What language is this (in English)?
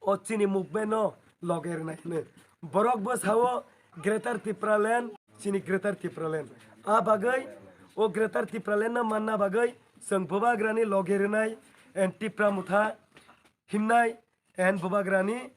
Kok Borok